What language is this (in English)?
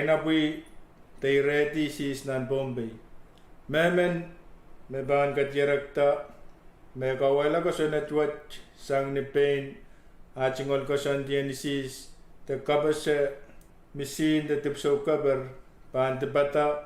Pohnpeian